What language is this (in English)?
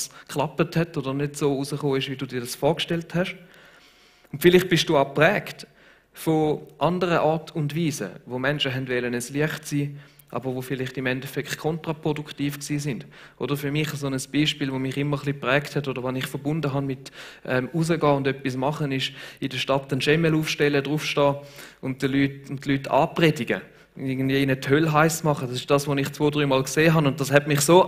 Swiss German